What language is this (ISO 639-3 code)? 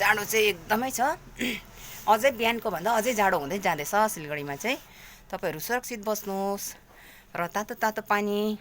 nep